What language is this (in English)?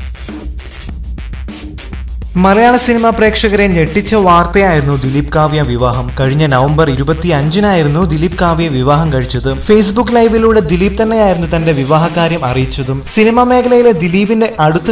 Malayalam